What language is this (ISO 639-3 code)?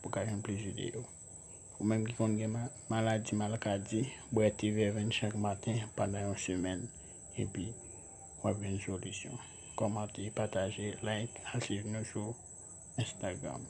hat